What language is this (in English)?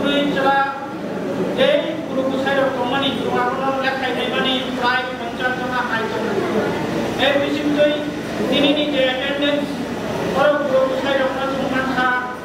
Kok Borok